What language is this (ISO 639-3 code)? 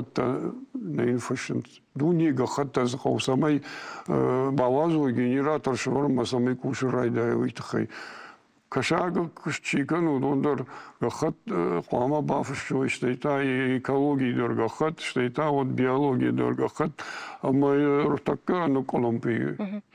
oss